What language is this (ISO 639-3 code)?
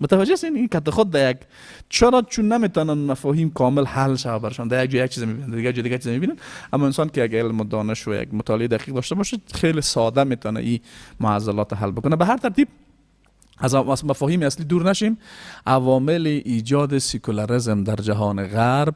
fas